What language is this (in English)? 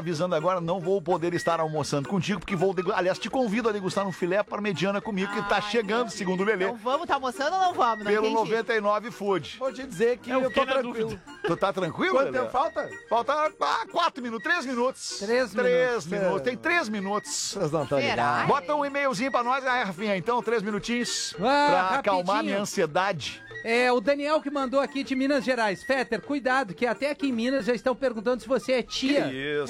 Portuguese